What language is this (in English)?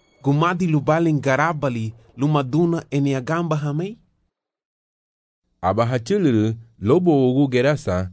Garifuna